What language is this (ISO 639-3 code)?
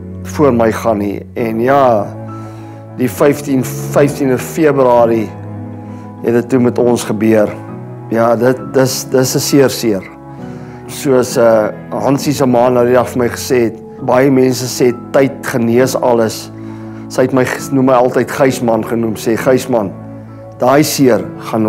afr